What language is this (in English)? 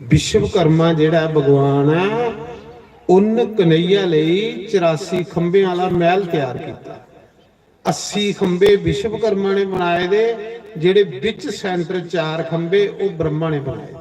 Dogri